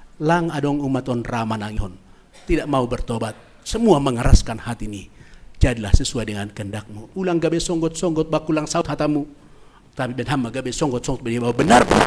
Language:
Batak Simalungun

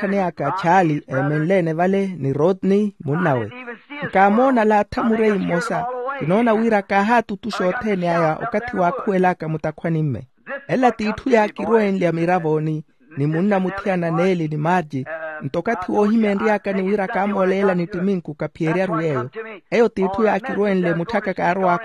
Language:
Makhuwa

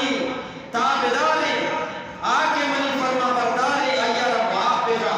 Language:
Eastern Balochi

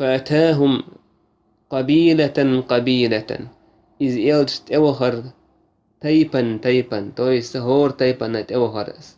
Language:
Chechen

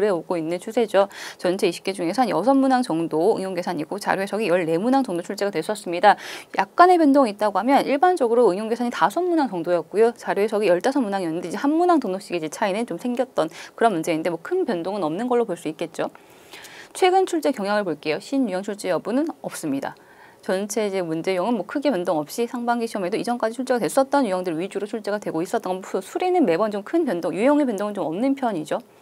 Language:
Korean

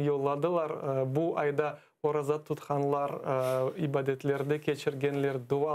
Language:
Crimean Tatar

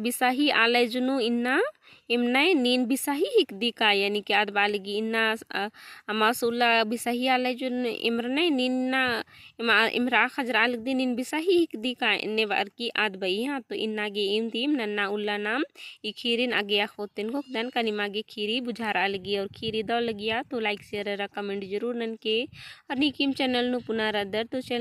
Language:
Kurukh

